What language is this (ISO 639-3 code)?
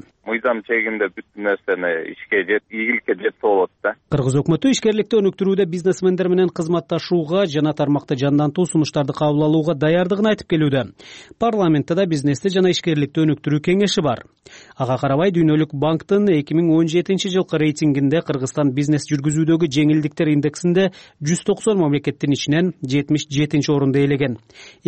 kir